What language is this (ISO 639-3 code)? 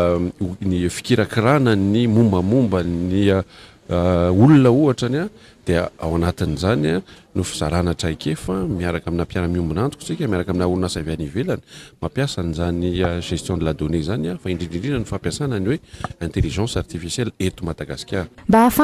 mlg